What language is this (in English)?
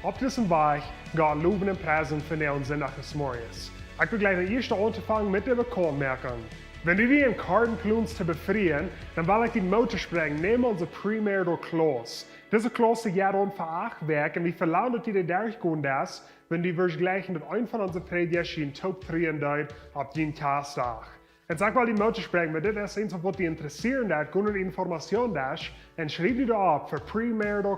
Plautdietsch